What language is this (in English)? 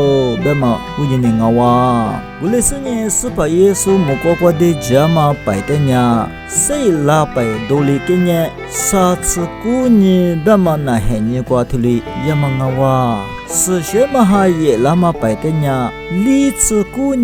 Lisu